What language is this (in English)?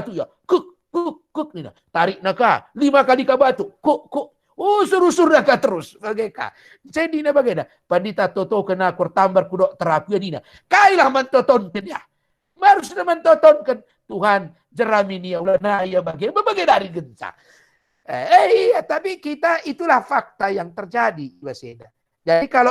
Batak Karo